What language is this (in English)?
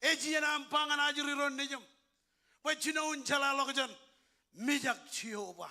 Marshallese